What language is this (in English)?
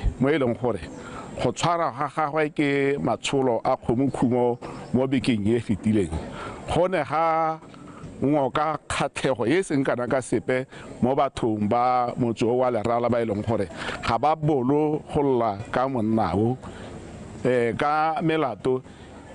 Tswana